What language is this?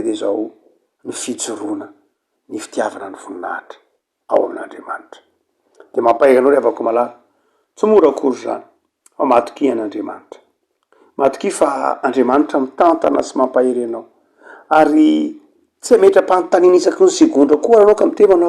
Malagasy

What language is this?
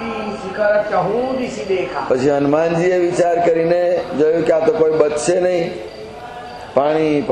Gujarati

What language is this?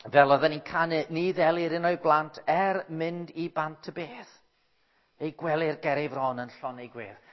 Welsh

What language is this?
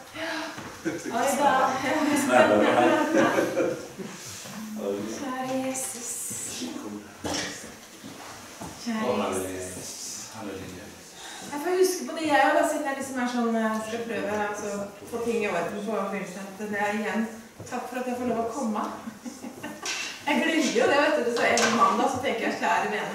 Norwegian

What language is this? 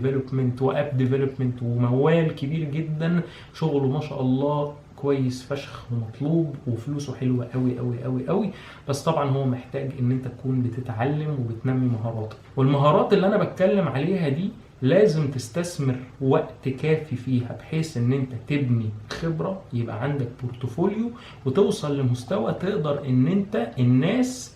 Egyptian Arabic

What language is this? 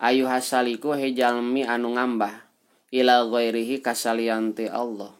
Sundanese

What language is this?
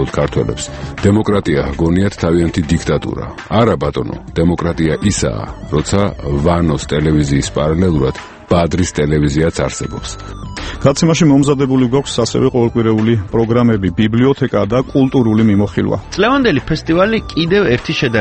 Georgian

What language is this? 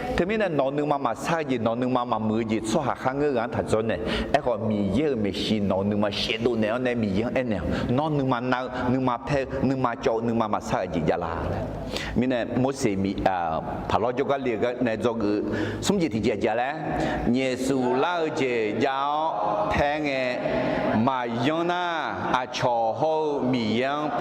Akha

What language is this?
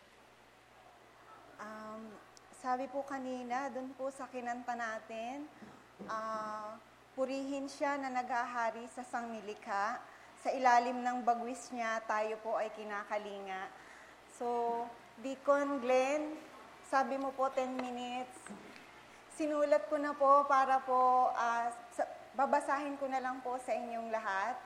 Filipino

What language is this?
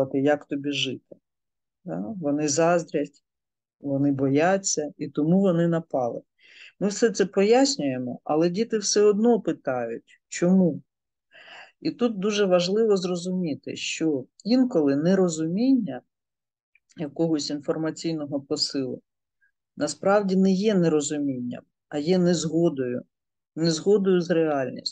Ukrainian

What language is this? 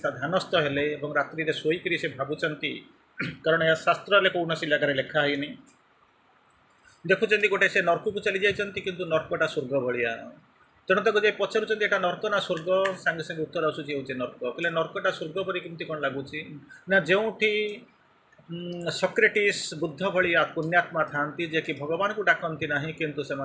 Odia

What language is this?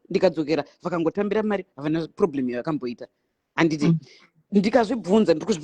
Shona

